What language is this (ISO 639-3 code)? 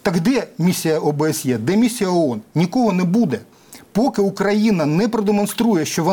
ukr